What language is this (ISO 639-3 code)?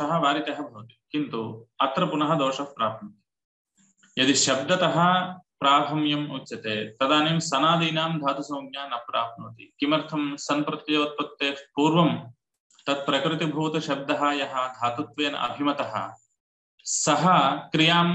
san